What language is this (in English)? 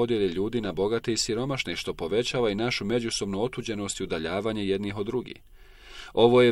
Bosnian